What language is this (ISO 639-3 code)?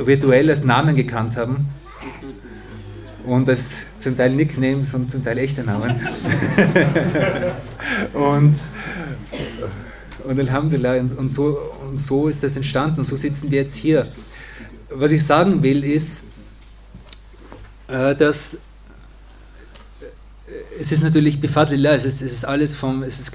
deu